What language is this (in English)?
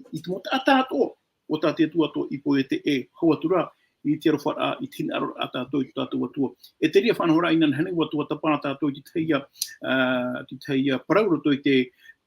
Tahitian